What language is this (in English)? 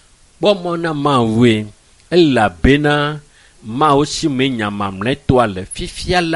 Ewe